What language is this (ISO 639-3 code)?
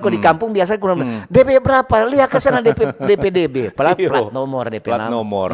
xmm